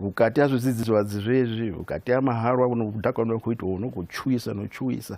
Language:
Venda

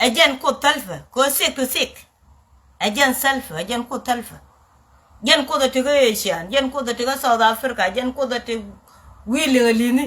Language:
Nuer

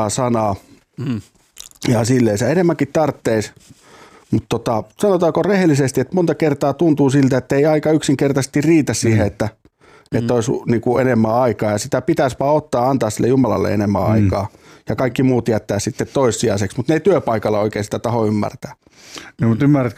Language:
Finnish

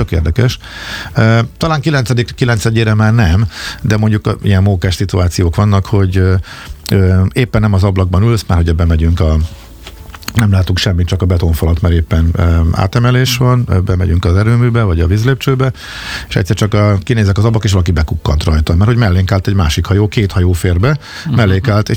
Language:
Hungarian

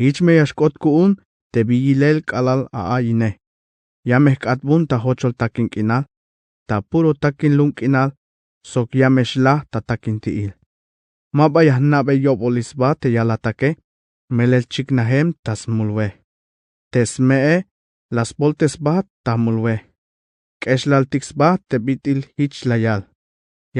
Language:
Tzeltal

